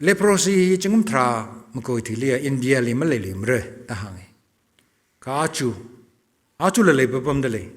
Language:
Tangkhul Naga (India)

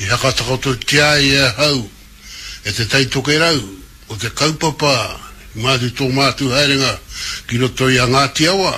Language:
Māori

